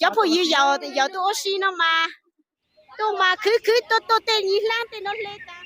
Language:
Hmong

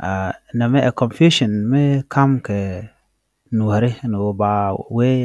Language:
Nuer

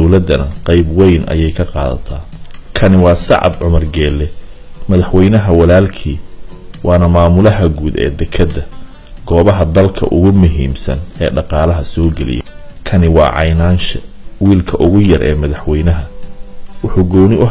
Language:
Somali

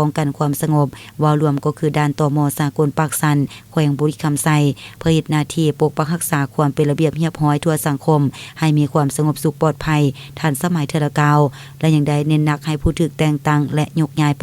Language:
Lao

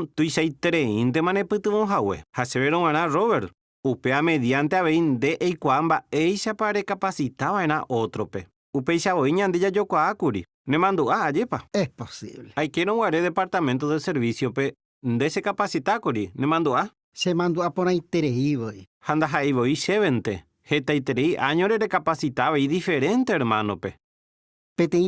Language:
Guarani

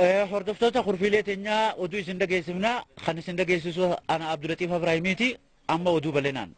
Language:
Oromo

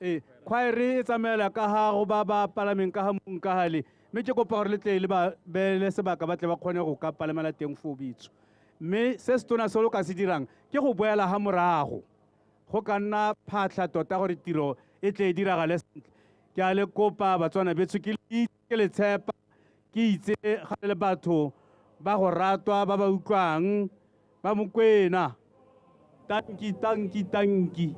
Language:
Tswana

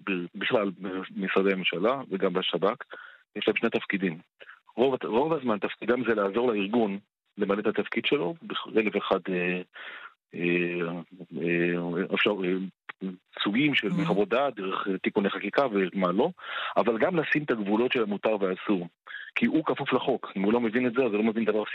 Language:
Hebrew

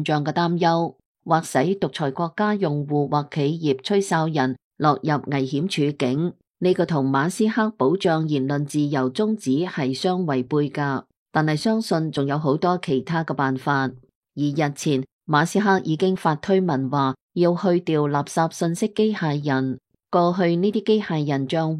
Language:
Cantonese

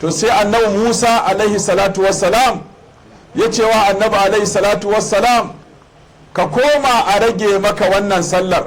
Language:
Hausa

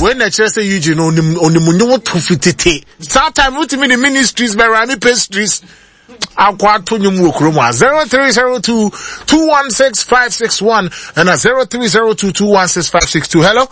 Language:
Akan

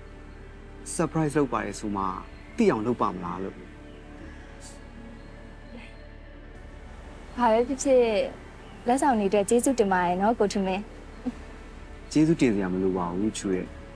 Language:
Burmese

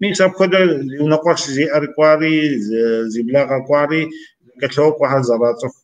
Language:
Kabardian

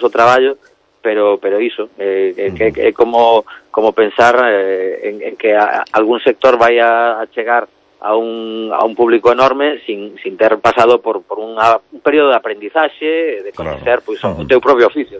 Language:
Galician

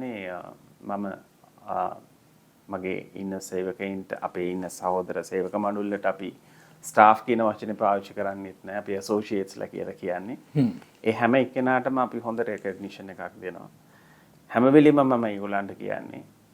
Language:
Sinhala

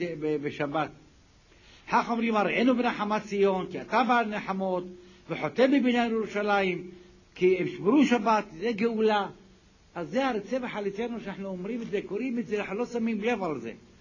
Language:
Hebrew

